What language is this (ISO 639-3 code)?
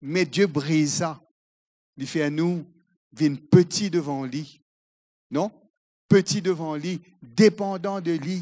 mfe